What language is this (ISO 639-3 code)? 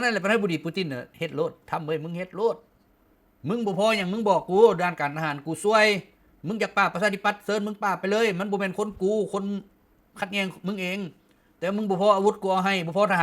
lao